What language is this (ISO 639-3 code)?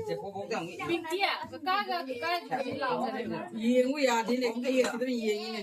mni